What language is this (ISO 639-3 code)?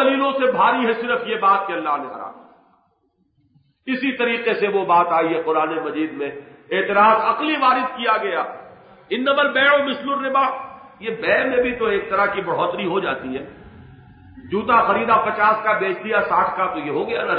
urd